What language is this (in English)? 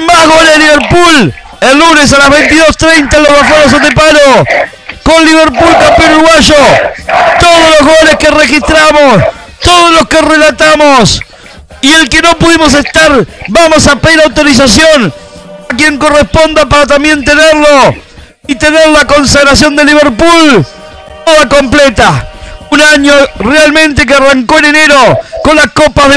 Spanish